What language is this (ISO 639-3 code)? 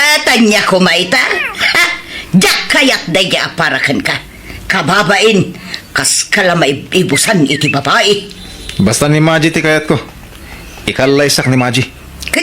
ilo